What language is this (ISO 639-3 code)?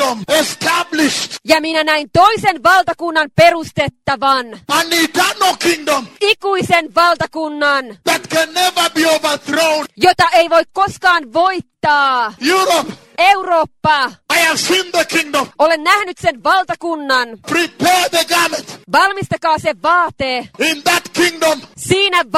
fin